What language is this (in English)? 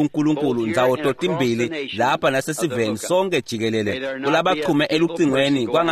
Swati